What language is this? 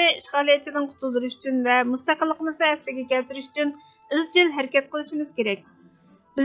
Uyghur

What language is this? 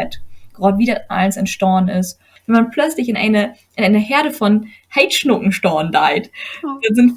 Low German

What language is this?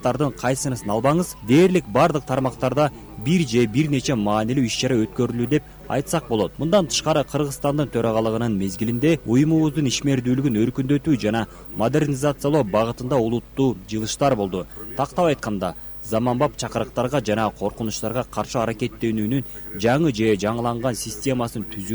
Kyrgyz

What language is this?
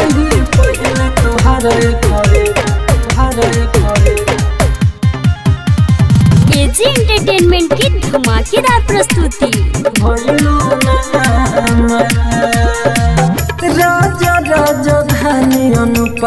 Bhojpuri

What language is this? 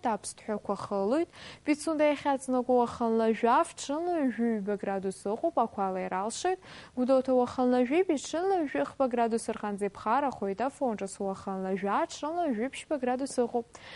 Abkhazian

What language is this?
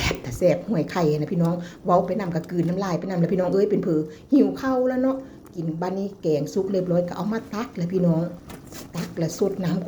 Lao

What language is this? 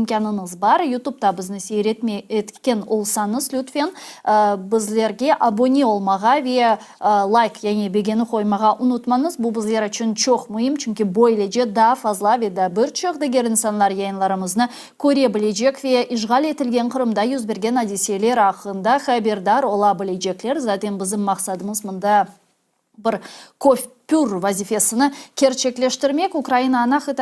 Crimean Tatar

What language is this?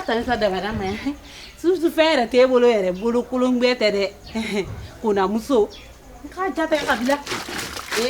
Bambara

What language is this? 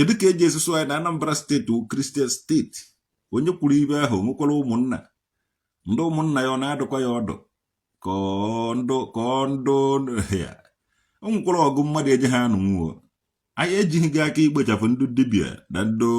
Igbo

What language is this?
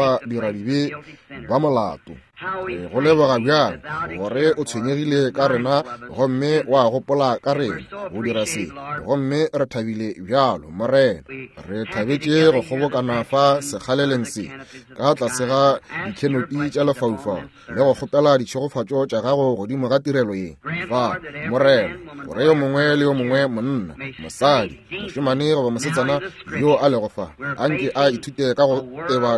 Northern Sotho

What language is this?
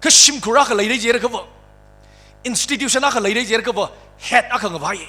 Tangkhul Naga (India)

